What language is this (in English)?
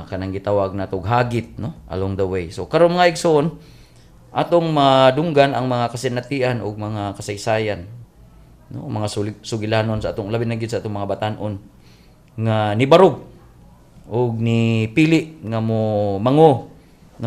Cebuano